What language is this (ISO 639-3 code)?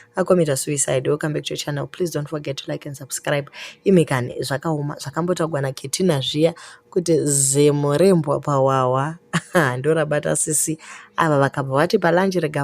sna